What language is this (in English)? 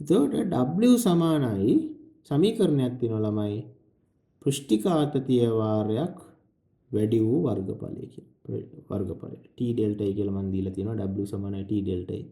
Sinhala